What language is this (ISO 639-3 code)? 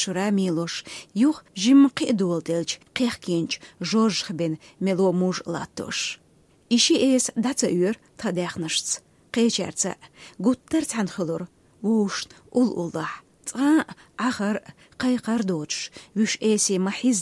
che